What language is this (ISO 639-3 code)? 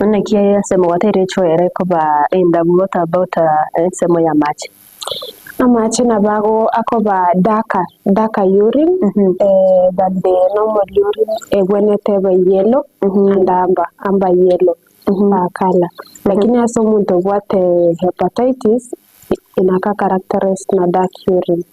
guz